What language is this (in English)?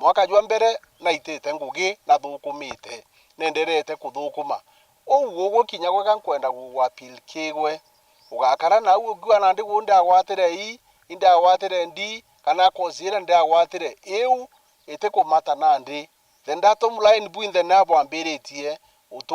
Meru